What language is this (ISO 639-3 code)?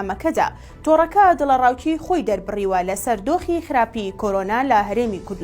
ckb